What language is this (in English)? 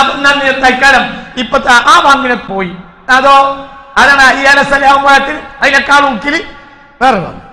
Malayalam